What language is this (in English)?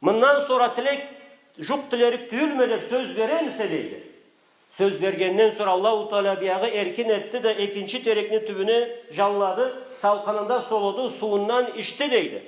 Karachay-Balkar